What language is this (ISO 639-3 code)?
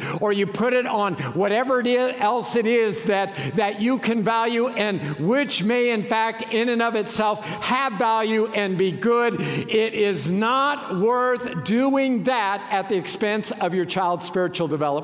eng